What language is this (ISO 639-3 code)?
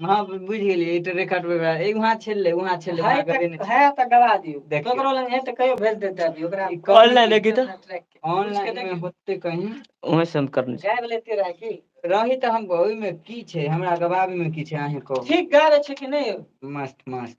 mai